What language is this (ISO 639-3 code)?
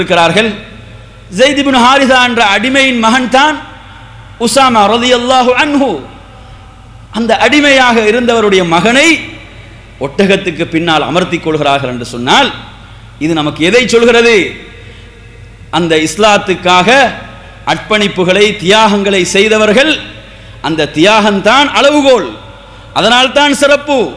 tam